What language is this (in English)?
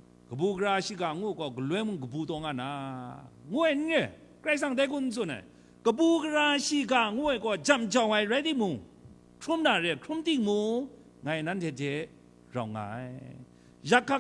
Kachin